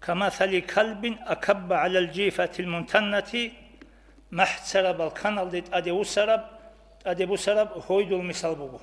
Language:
Avaric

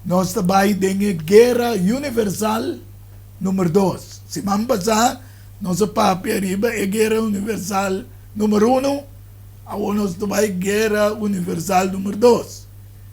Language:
Papiamento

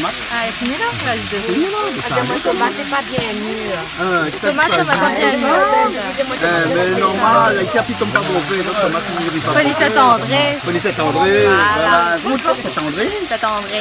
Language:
Réunion Creole French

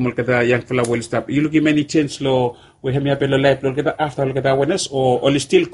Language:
Bislama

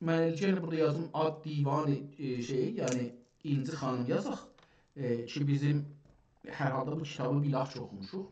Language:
South Azerbaijani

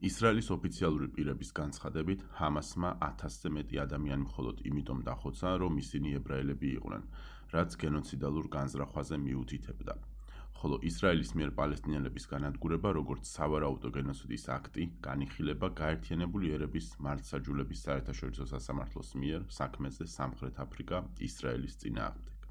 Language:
Georgian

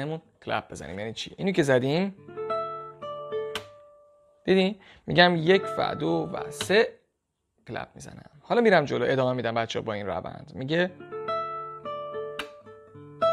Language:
Persian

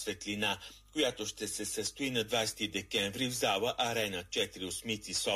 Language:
Bulgarian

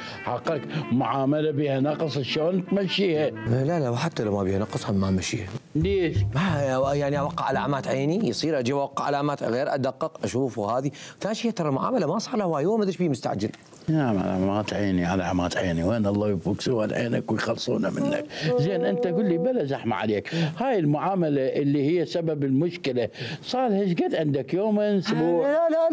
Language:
Mesopotamian Arabic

